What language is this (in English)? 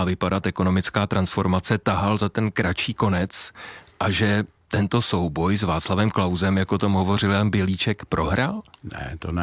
Czech